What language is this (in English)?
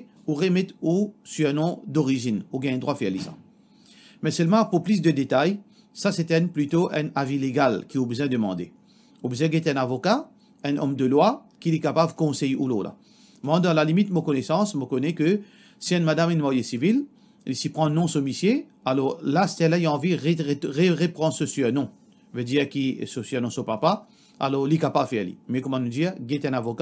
Morisyen